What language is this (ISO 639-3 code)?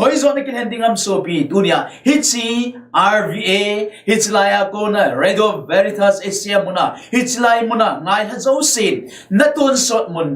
tcz